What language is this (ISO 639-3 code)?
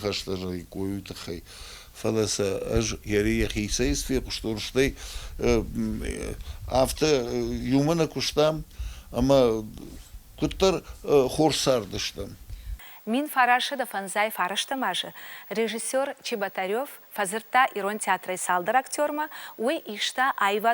oss